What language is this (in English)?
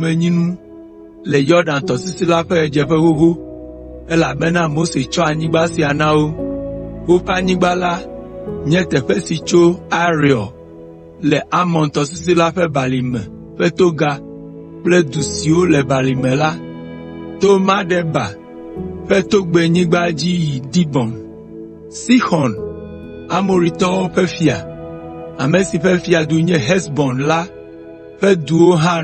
Ewe